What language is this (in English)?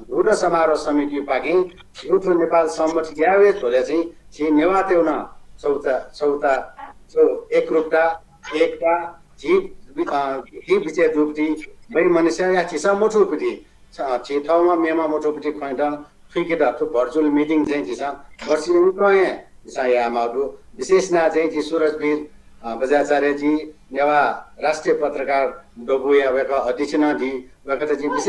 Newari